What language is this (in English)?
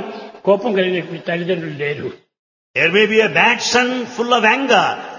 Telugu